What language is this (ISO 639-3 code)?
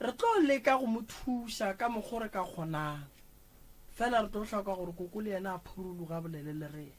nso